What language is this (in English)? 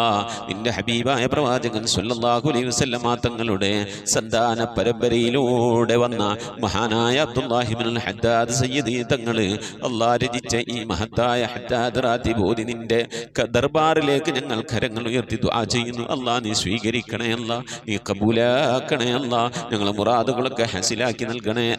Malayalam